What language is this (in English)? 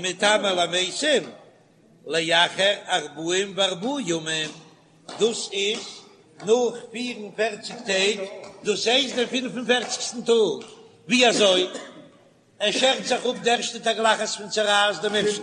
Yiddish